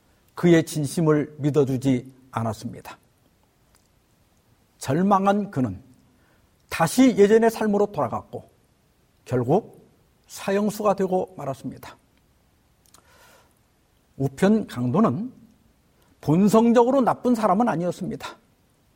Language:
Korean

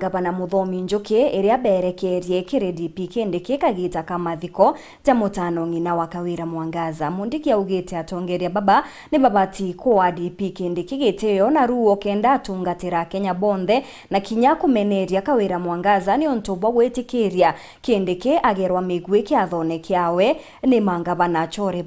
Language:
Meru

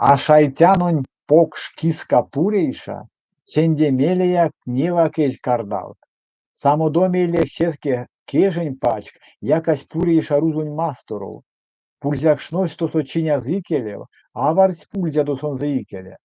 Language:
Erzya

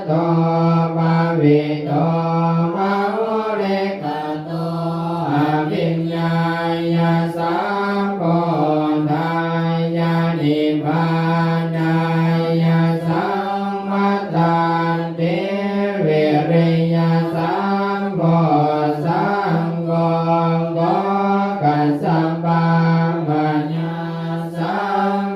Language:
Pali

